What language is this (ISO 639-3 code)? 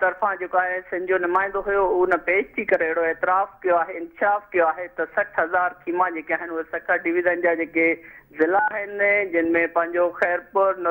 snd